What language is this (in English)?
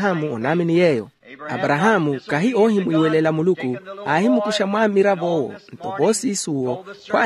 Makhuwa